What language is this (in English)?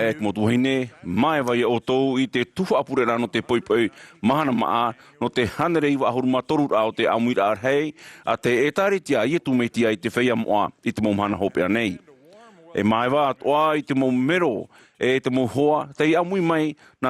Tahitian